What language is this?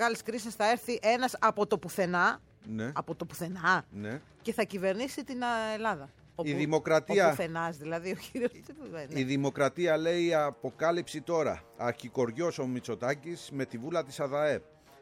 Greek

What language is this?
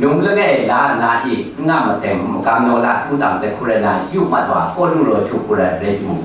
Kachin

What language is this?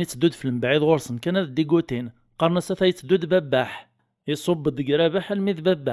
Kabyle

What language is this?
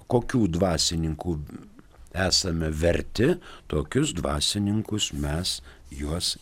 Lithuanian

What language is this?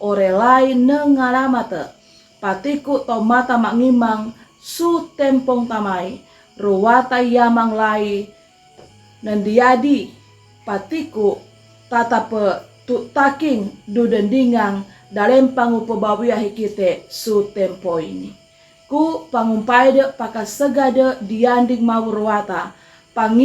Sangir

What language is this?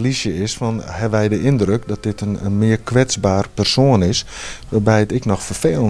Western Frisian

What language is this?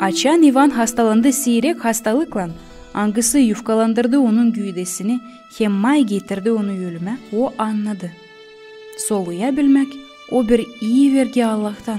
Gagauz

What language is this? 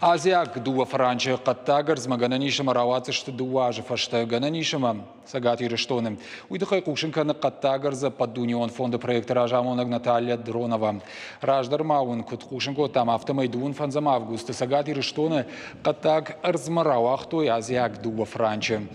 Ossetic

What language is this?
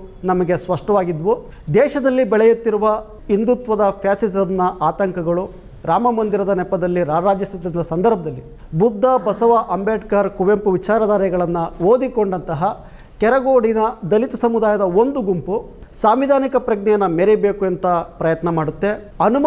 Kannada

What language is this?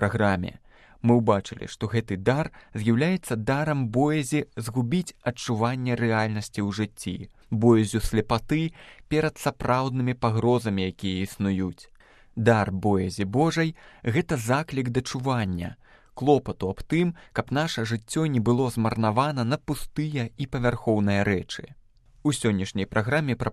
Belarusian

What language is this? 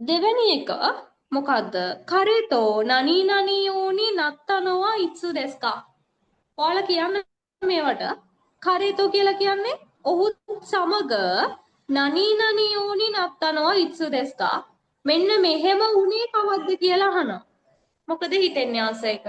Sinhala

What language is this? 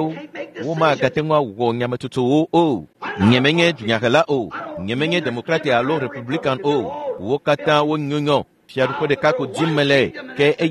Ewe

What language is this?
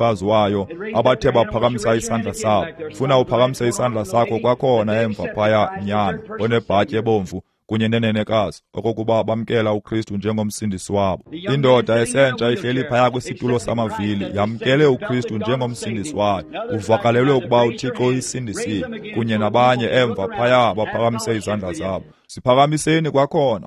Xhosa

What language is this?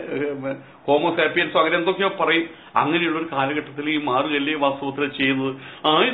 Malayalam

